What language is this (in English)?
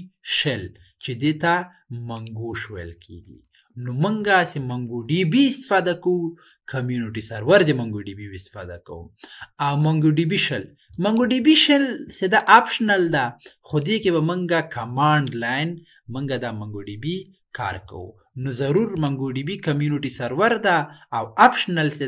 Pashto